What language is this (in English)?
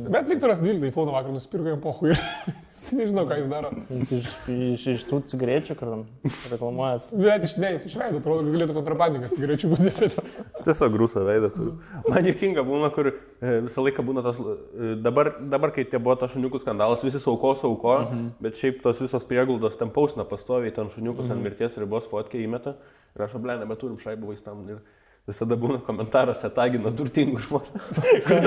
Lithuanian